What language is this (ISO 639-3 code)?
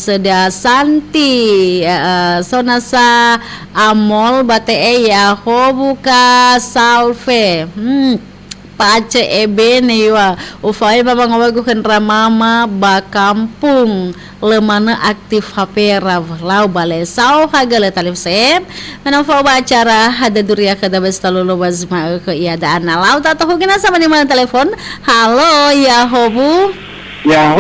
nia